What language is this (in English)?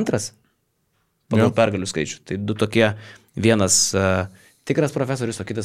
Lithuanian